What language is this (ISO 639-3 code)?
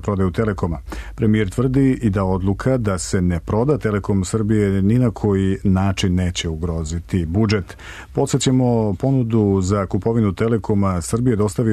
srp